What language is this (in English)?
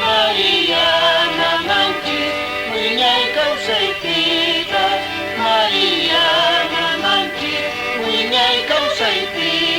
Quechua